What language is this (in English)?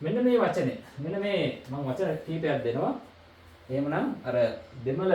Sinhala